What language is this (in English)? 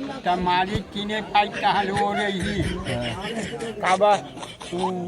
Chhattisgarhi